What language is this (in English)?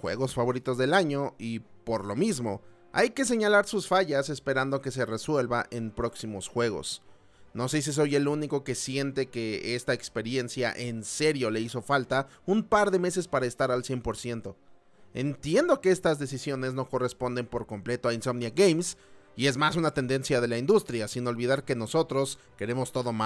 Spanish